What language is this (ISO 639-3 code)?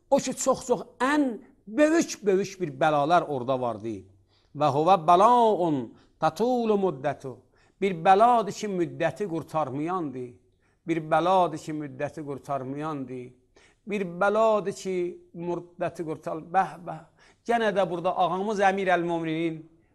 aze